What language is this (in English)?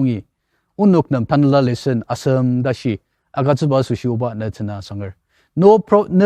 Ao Naga